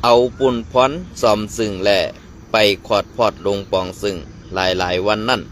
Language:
Shan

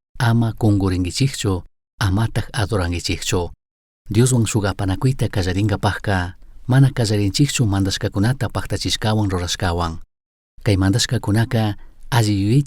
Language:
Chimborazo Highland Quichua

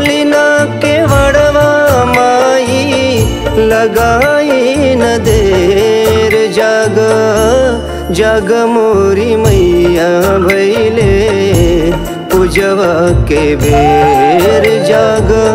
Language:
Bhojpuri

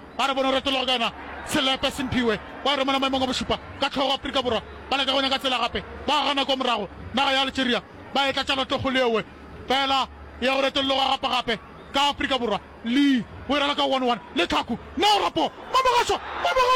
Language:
Northern Sotho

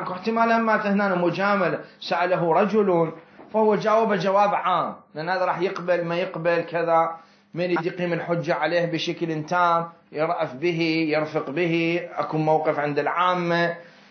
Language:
Mesopotamian Arabic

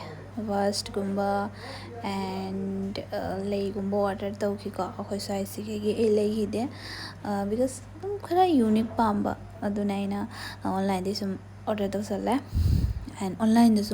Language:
Manipuri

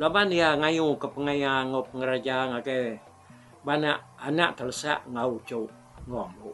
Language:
Iban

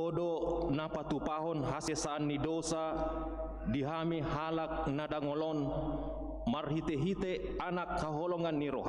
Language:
Batak Toba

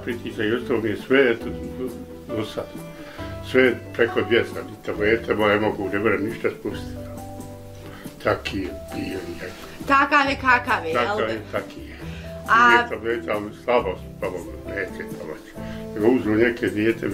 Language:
Bosnian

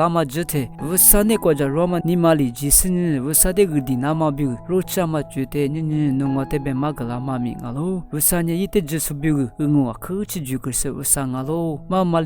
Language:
Lisu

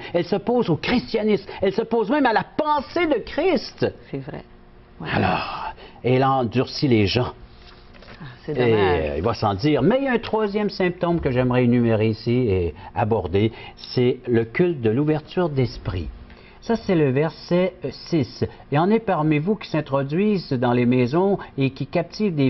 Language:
French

